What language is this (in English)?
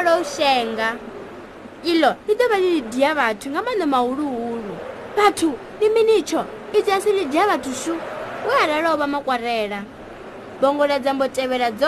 Venda